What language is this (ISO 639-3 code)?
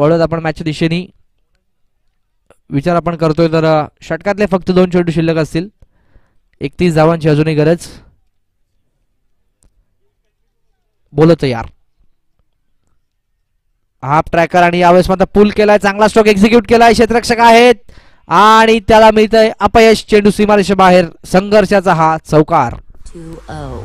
mar